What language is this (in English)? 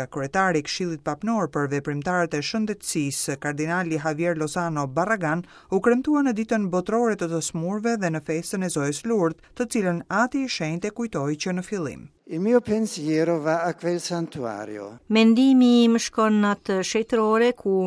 Albanian